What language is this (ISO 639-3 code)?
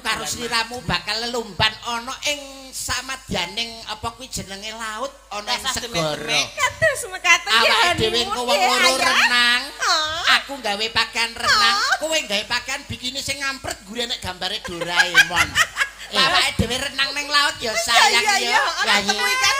jav